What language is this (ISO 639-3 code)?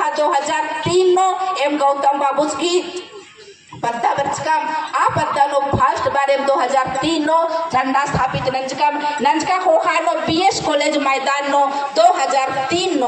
kru